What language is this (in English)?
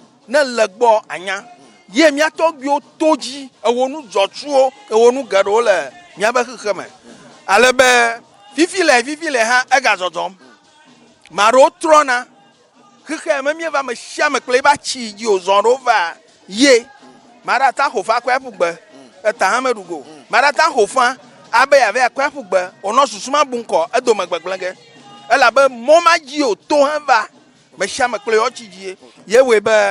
Ewe